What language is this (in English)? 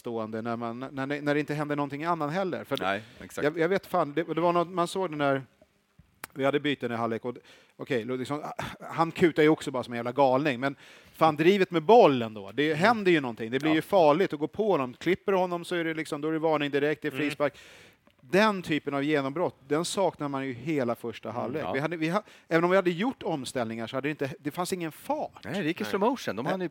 Swedish